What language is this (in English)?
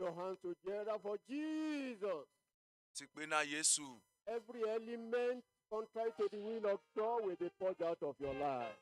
Ewe